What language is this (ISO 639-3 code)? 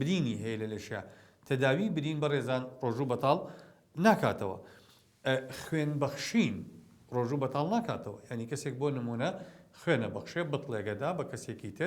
ckb